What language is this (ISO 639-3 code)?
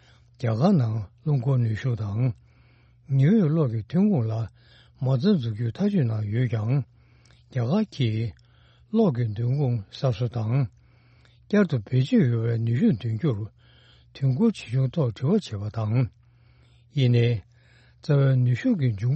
bod